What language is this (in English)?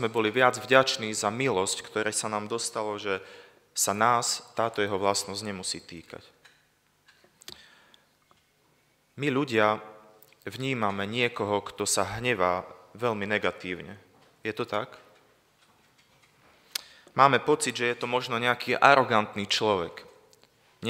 Slovak